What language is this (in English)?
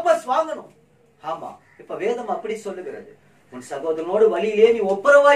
Tamil